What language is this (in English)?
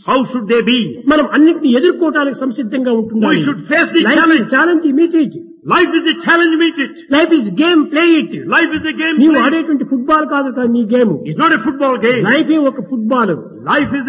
Telugu